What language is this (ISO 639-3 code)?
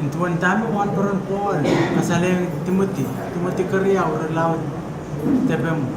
pon